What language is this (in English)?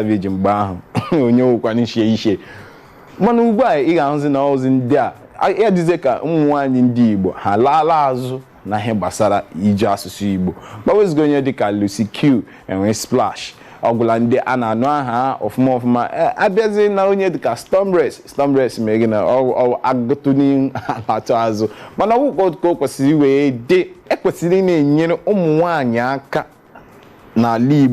Igbo